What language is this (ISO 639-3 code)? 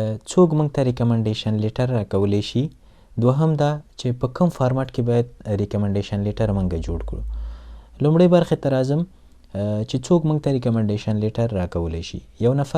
pus